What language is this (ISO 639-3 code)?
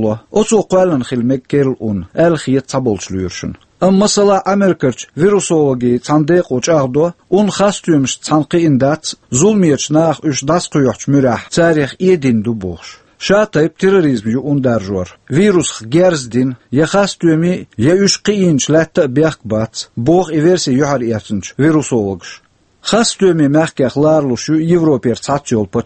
che